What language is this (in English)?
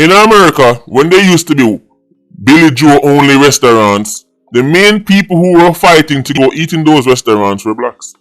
Jamaican Creole English